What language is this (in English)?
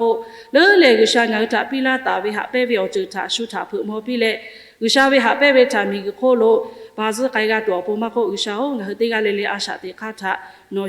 Lahu